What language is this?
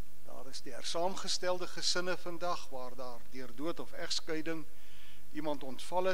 Afrikaans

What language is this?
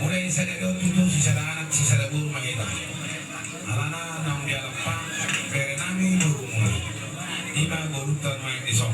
Batak Toba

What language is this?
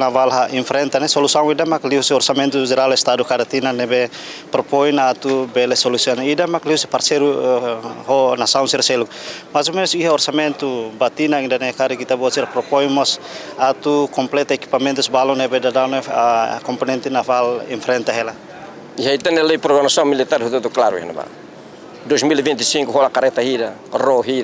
Tetum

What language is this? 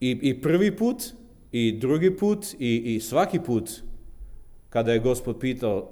Serbian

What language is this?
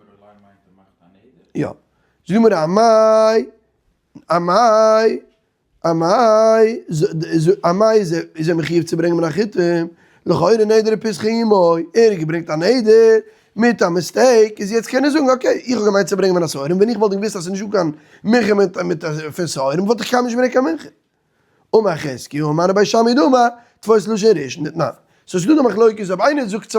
Yiddish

